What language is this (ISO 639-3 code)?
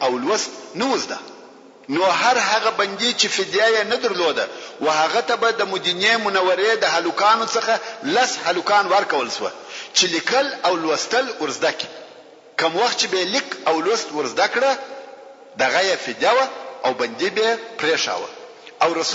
pus